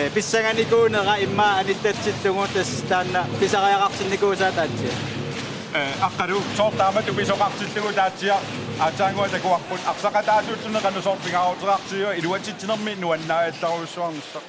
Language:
Kalaallisut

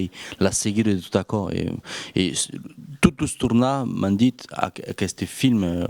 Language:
Occitan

